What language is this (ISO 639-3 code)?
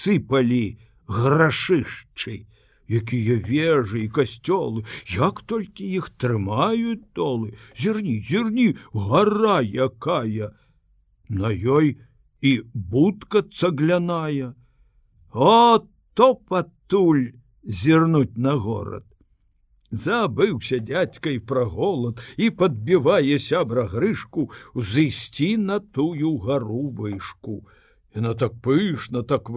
bel